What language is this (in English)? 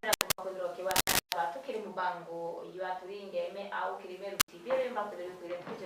Meru